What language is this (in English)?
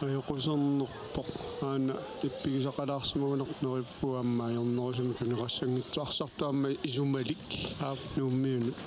Kalaallisut